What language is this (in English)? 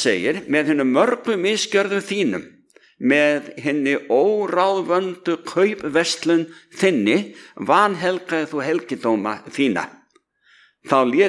Icelandic